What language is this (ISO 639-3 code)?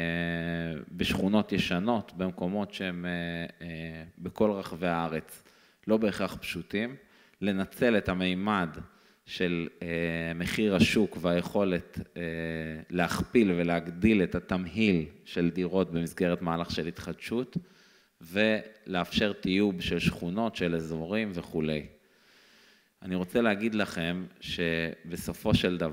heb